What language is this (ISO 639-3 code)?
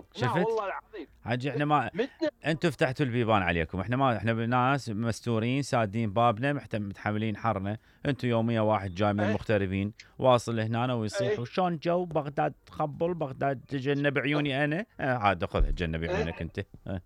acm